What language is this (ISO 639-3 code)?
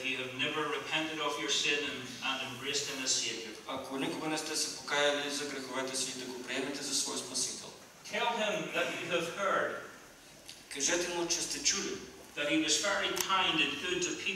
bul